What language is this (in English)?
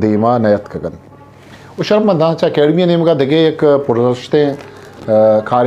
Eastern Balochi